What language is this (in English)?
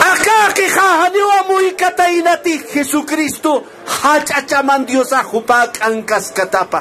Aymara